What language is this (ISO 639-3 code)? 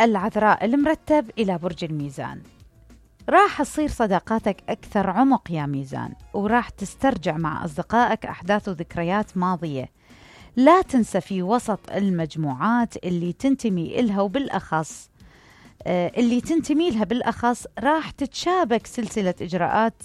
acm